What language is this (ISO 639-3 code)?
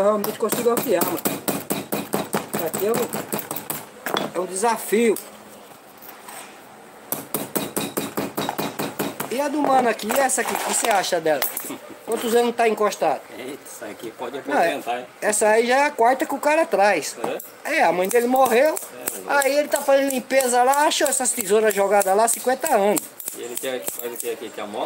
por